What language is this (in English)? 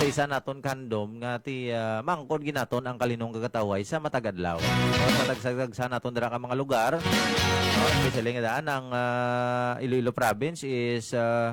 Hiligaynon